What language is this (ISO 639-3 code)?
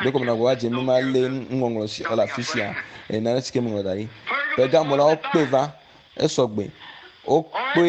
ewe